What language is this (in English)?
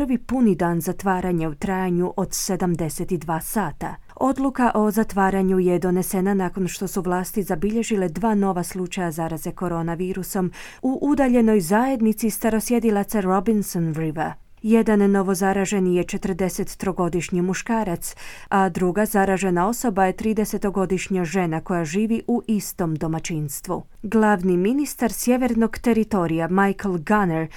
Croatian